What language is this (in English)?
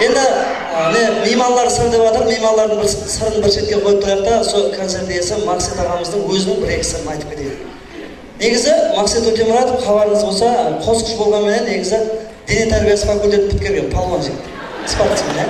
Kara-Kalpak